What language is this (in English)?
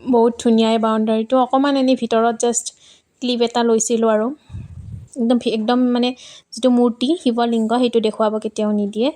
Assamese